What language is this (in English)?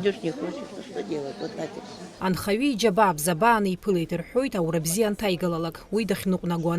Abkhazian